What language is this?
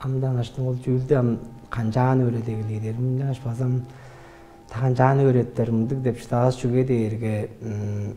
Tuvinian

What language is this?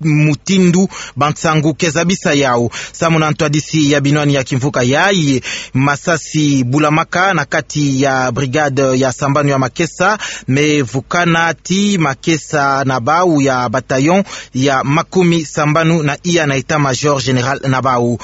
Kituba (Democratic Republic of Congo)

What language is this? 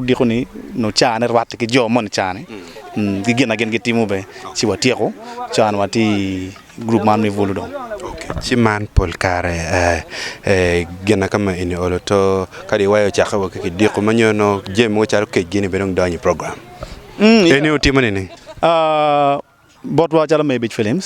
Acoli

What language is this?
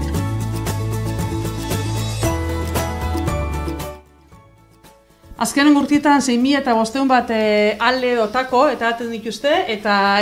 Basque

